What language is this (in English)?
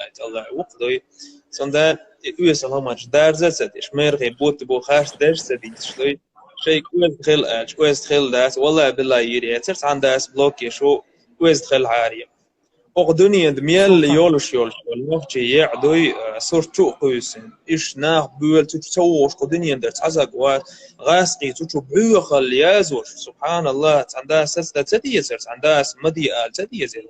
Chechen